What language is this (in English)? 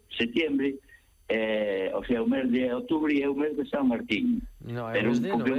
Galician